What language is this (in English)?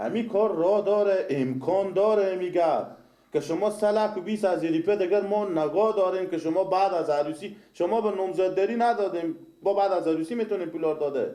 Persian